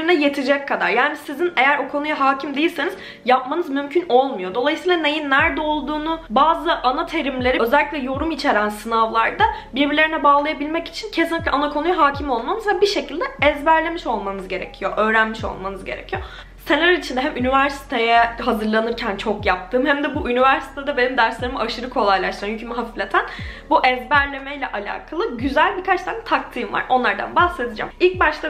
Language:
Turkish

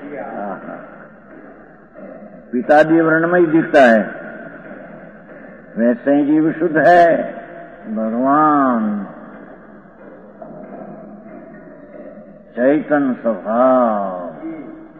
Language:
Gujarati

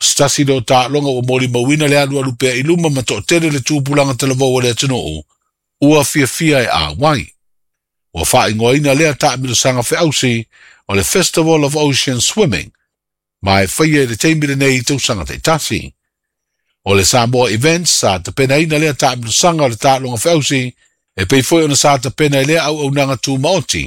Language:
Samoan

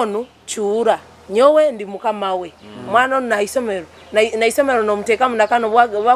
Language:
Nyoro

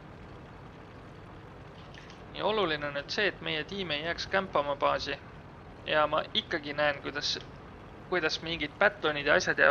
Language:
Estonian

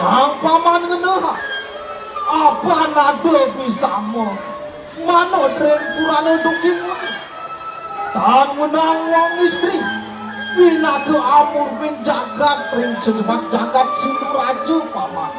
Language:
Balinese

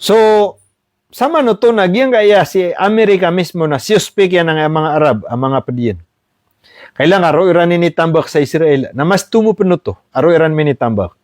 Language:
Maranao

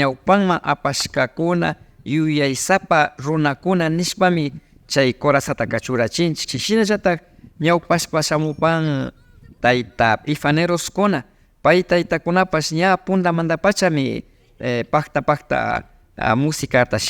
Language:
Imbabura Highland Quichua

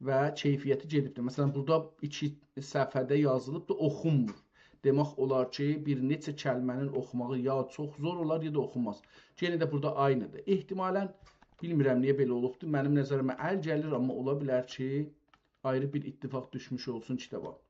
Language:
South Azerbaijani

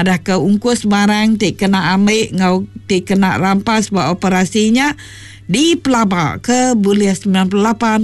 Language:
Iban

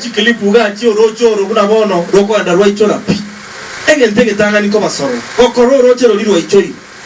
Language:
Gusii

